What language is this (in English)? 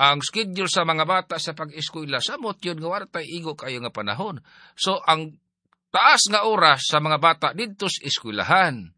Cebuano